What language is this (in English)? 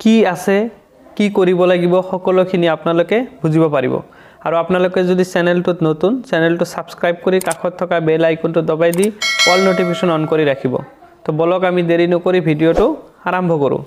Assamese